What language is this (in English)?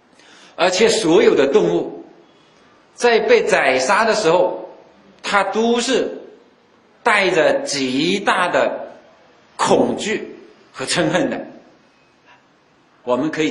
Chinese